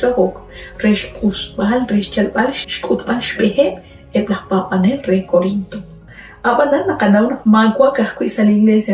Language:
Kekchí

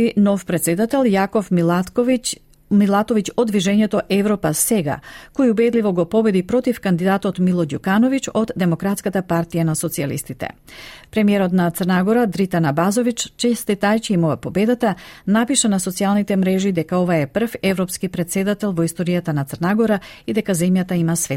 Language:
Macedonian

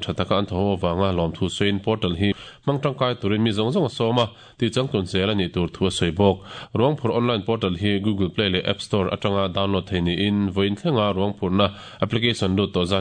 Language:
Mizo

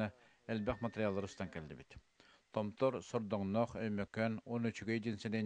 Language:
Yakut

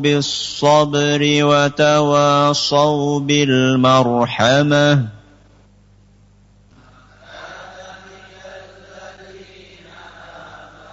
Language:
Indonesian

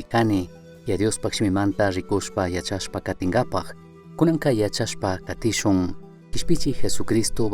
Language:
Chimborazo Highland Quichua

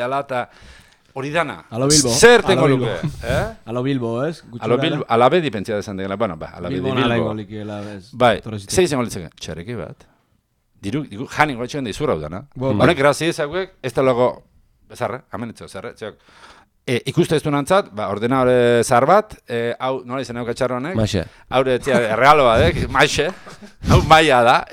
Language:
Basque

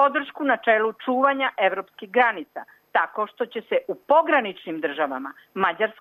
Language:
Serbian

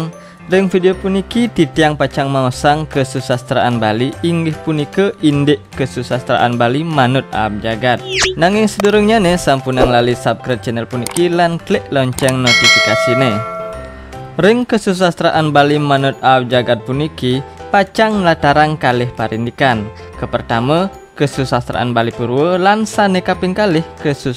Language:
Balinese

